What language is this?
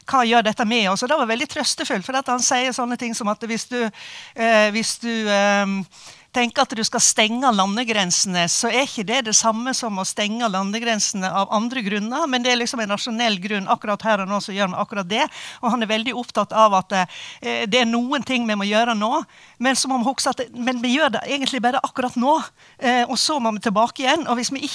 Norwegian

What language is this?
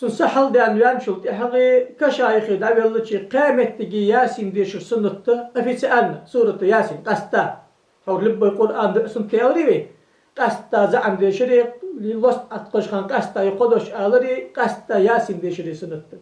Ingush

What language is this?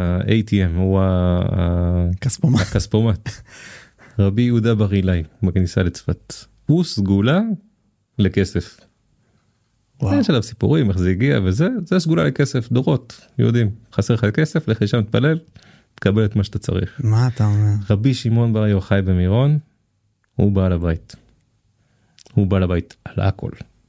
Hebrew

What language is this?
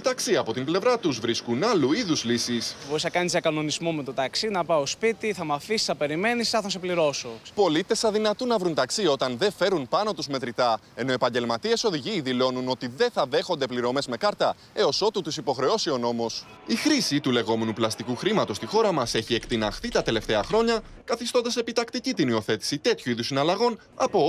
Greek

